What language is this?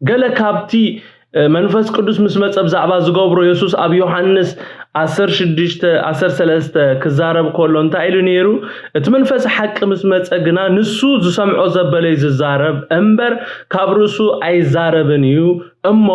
Tigrinya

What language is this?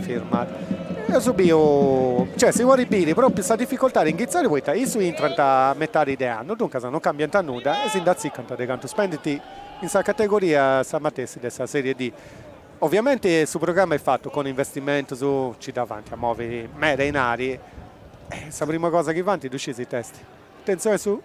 Sardinian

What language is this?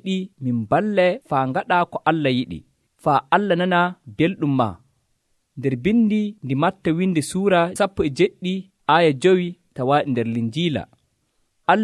Nigerian Fulfulde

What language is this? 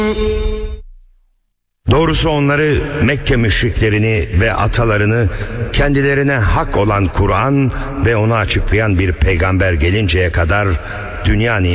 Turkish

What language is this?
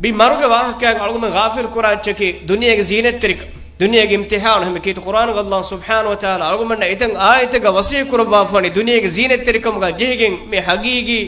Divehi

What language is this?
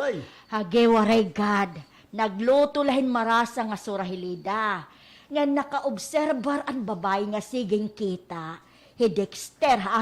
Waray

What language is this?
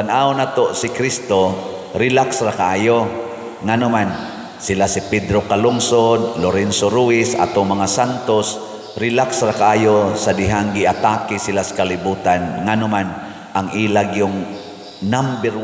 Cebuano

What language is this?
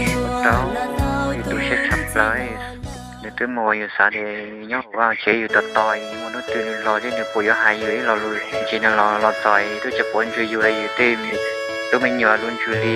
Hmong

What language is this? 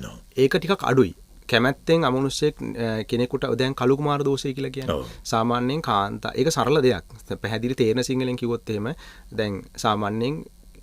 Sinhala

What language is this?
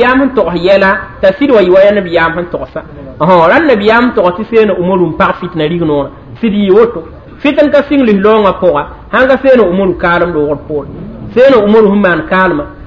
Mossi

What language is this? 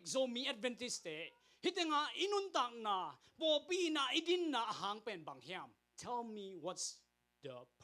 Tedim Chin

